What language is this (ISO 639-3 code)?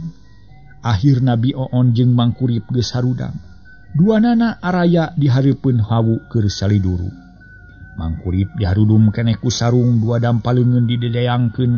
sun